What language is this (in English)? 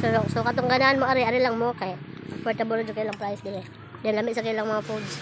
Cebuano